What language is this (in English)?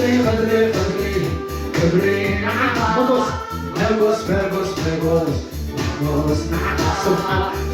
Tigrinya